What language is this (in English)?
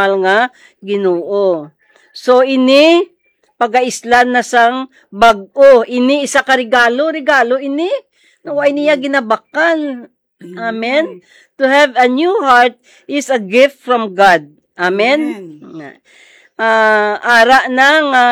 Hiligaynon